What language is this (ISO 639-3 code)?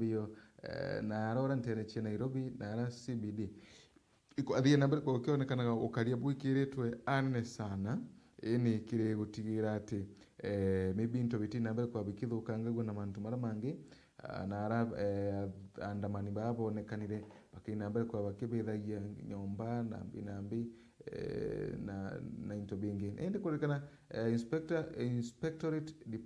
mer